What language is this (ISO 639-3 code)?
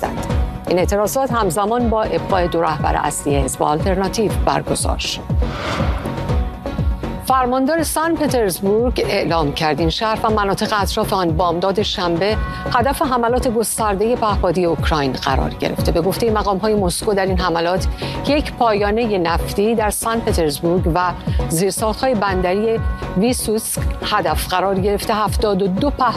fas